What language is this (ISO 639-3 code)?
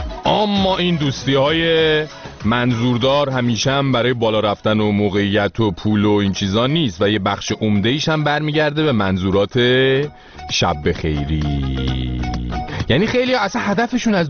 fas